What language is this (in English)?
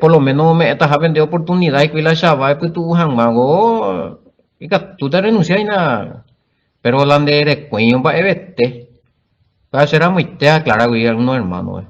Guarani